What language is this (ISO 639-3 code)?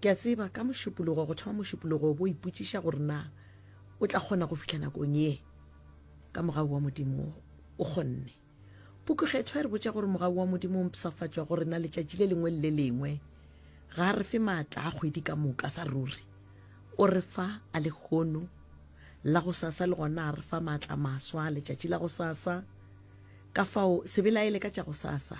nso